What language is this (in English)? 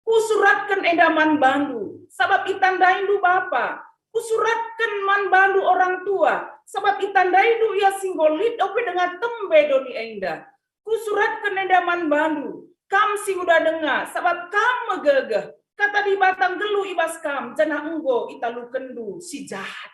Batak Karo